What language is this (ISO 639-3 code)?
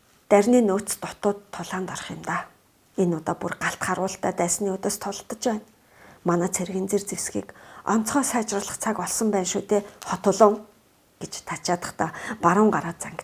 mon